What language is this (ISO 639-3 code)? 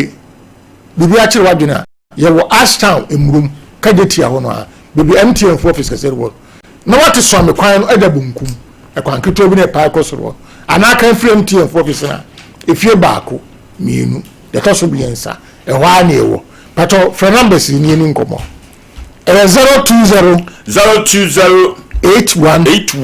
aka